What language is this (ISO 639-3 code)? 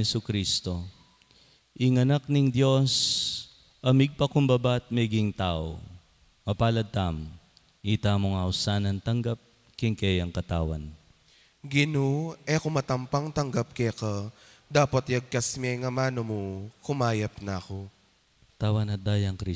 pam